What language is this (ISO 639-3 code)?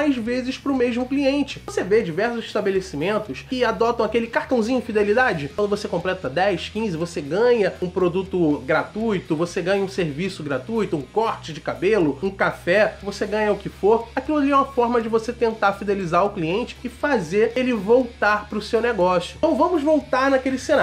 por